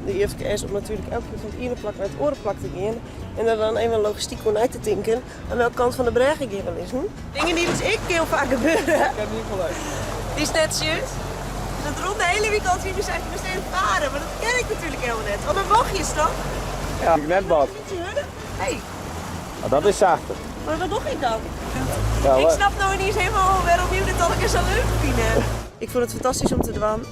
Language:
Western Frisian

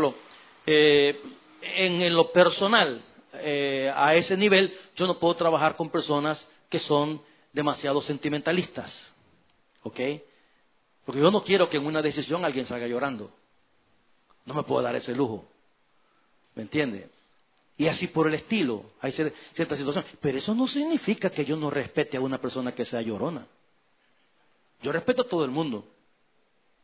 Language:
Spanish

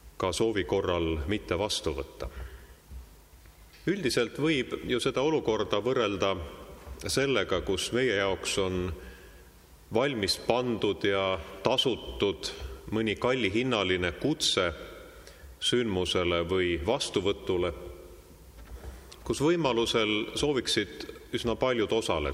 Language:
Estonian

